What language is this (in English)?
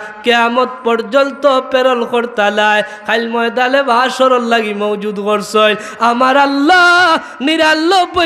Sylheti